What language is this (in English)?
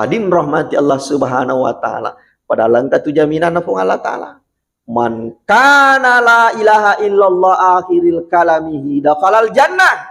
Buginese